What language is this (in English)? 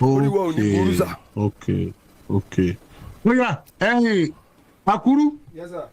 Yoruba